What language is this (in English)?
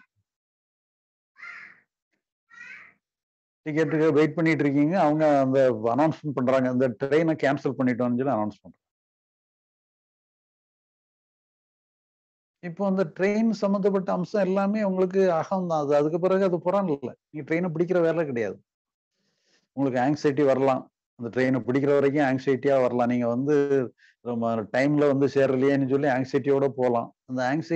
Tamil